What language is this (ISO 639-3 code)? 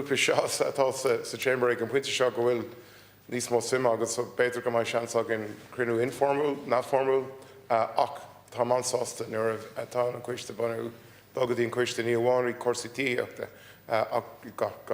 gle